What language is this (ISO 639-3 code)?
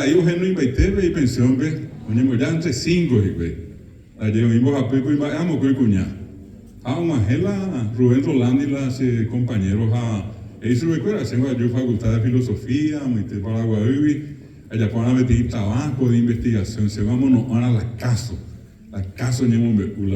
grn